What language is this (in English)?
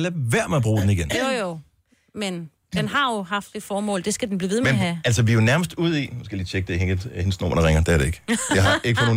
Danish